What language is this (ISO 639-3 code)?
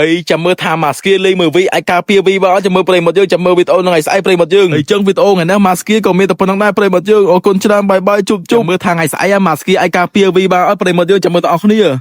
khm